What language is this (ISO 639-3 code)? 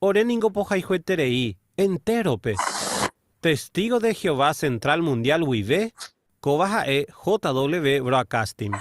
grn